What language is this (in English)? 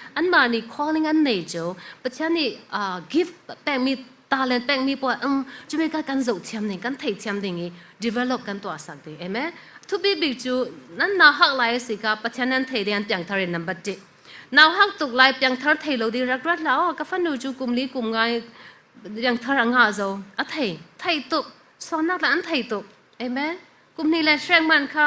Falam Chin